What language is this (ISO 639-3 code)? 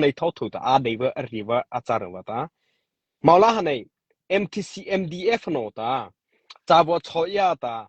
mrh